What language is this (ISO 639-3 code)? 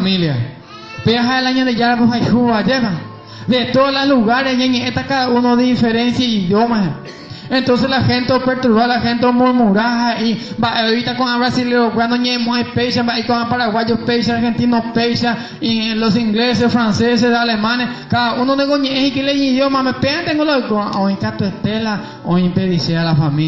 grn